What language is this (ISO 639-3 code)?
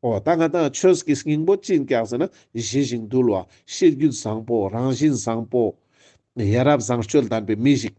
lbj